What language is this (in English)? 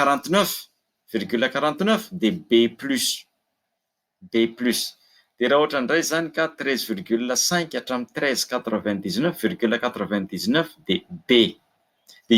Malagasy